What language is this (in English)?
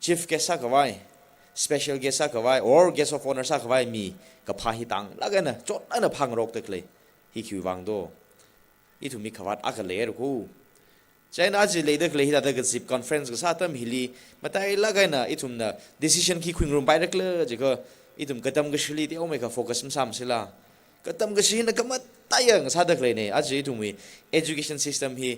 Tangkhul Naga (India)